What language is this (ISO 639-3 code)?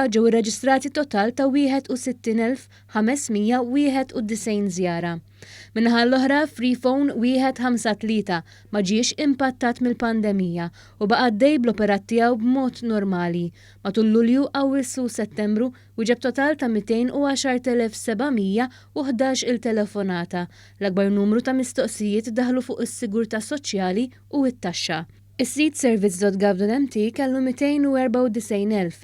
mlt